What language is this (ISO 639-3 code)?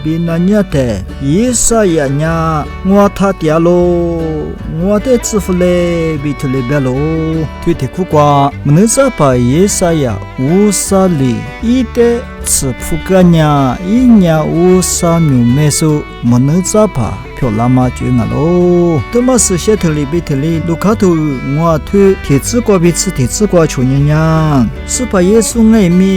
lis